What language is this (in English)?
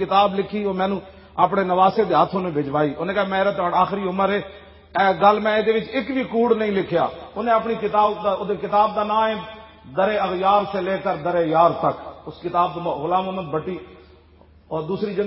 Western Panjabi